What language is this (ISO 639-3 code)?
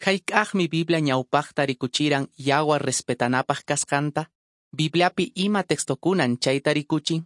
que